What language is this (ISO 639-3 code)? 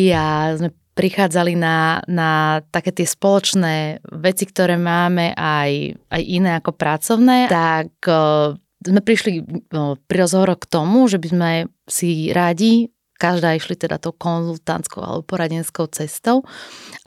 slk